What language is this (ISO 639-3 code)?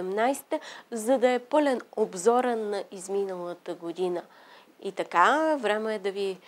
bul